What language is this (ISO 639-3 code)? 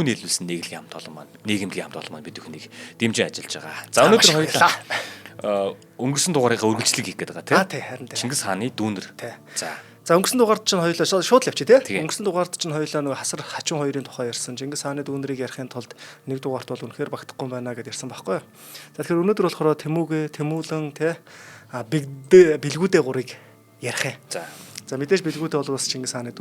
mon